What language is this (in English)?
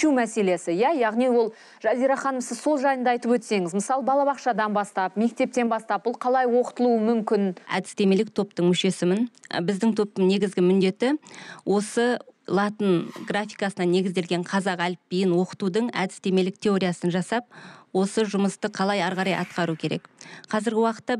Kazakh